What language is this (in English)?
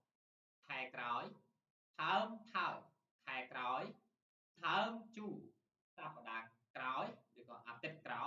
Khmer